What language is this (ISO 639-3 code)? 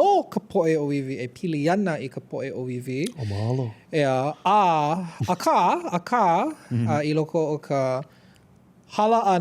haw